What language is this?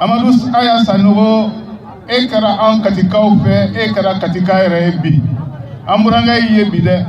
Bambara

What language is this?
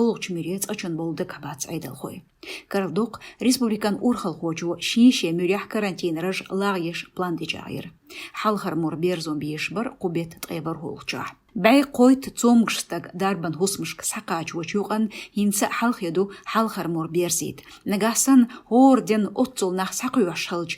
Chechen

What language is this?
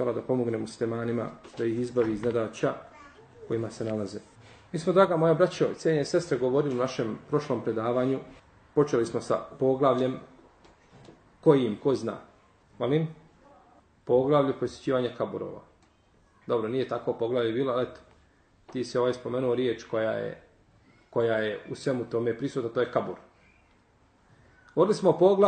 Bosnian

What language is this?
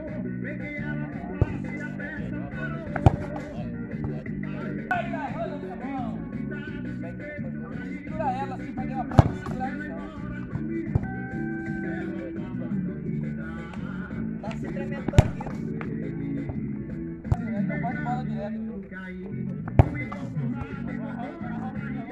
Portuguese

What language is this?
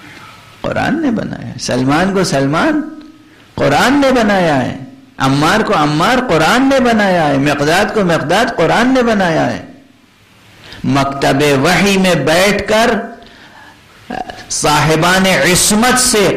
Urdu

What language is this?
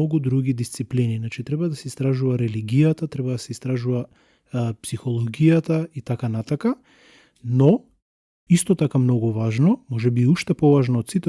Macedonian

